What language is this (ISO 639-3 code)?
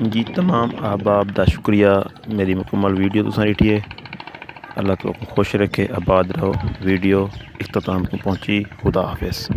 skr